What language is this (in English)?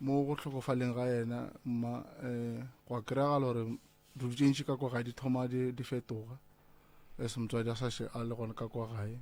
Northern Sotho